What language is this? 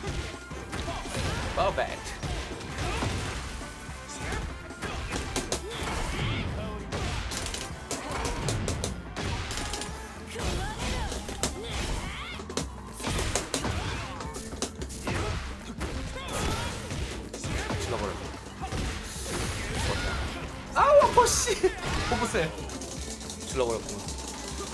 Korean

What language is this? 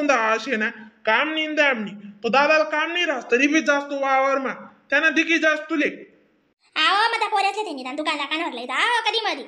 Khandesi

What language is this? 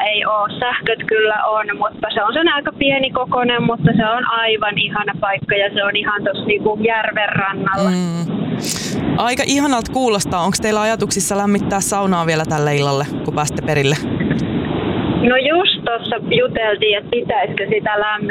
Finnish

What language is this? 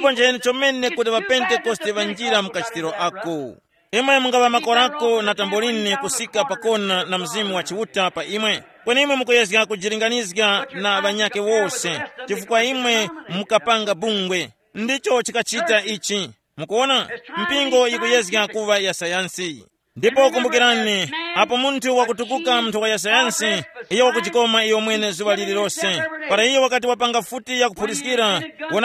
Tumbuka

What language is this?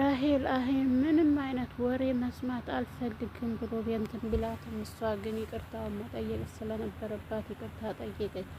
Amharic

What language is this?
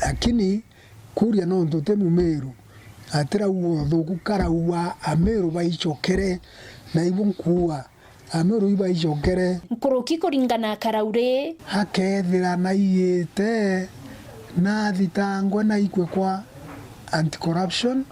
Meru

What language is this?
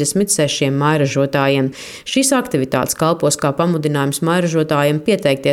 Latvian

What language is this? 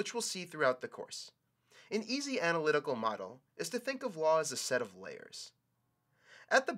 English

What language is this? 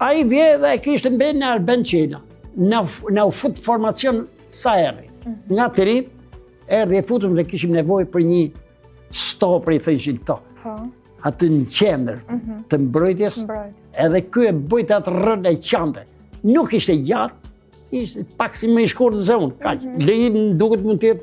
Albanian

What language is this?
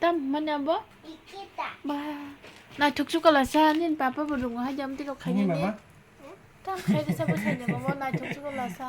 Kok Borok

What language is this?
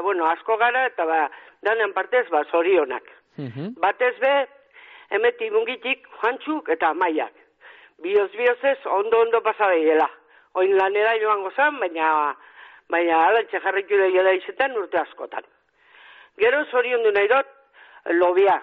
Basque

